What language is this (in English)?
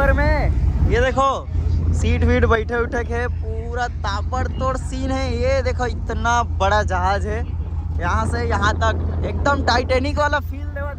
Chhattisgarhi